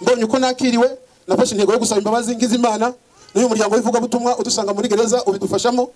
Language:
Kinyarwanda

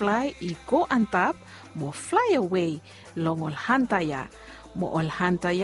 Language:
Bislama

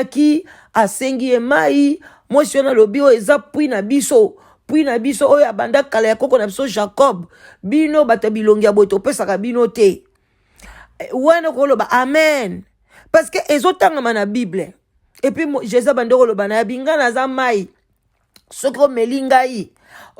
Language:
Lingala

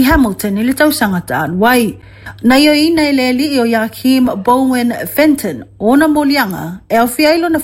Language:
Samoan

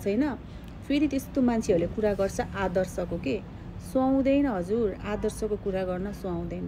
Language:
Nepali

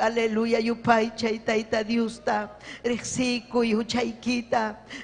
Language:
Ayacucho Quechua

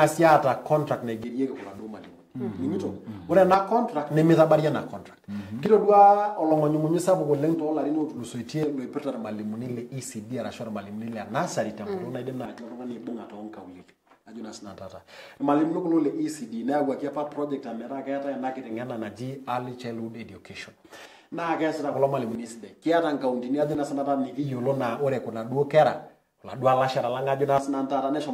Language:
Masai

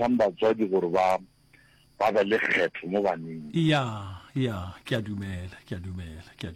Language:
Northern Sotho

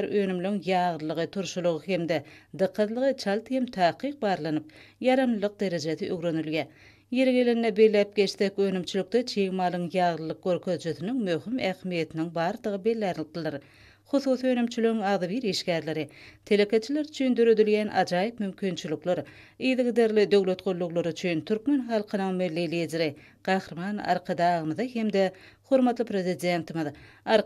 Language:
Turkmen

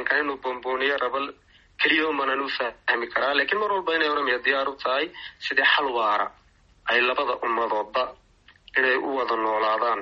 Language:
Somali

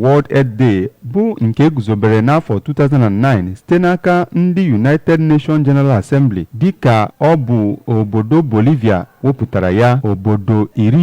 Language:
Igbo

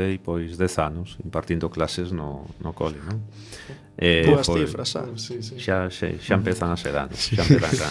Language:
Galician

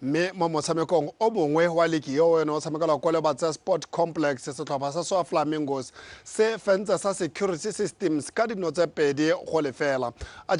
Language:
Tswana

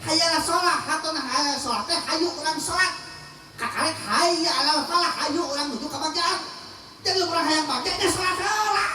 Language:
Sundanese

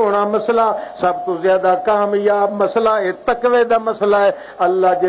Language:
Western Panjabi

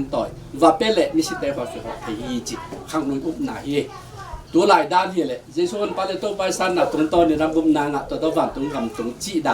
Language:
Tedim Chin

